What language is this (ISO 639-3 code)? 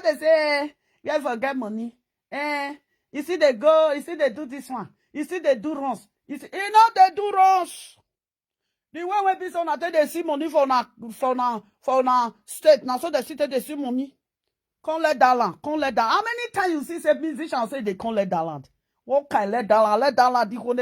pcm